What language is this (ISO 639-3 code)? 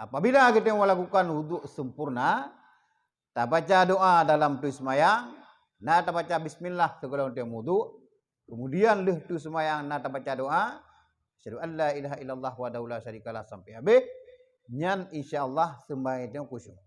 ace